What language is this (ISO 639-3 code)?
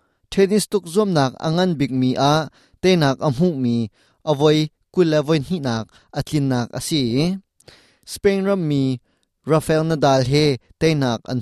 cnh